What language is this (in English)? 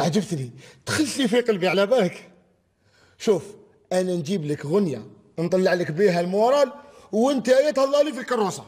Algerian Arabic